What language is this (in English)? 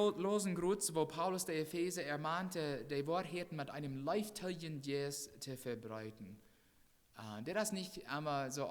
Plautdietsch